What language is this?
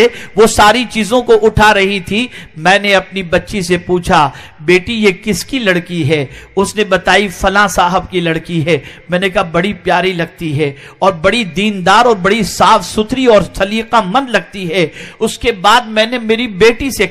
Urdu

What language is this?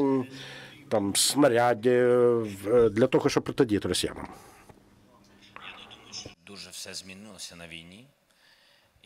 Ukrainian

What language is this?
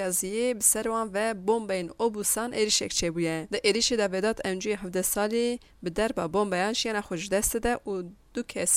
Kurdish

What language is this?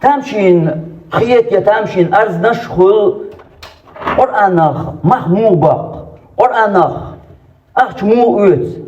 Chechen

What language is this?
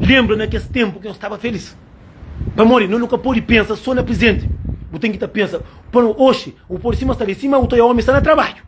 Kabuverdianu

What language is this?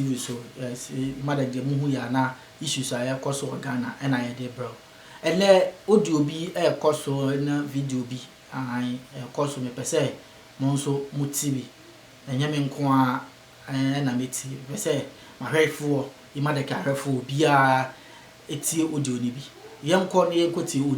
Akan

